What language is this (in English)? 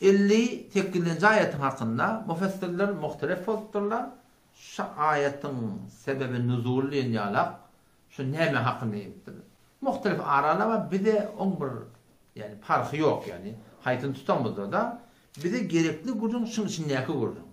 Turkmen